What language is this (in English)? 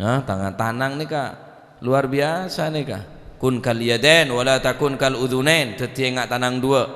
Madurese